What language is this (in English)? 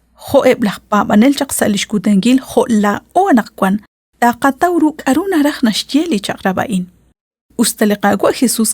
Kekchí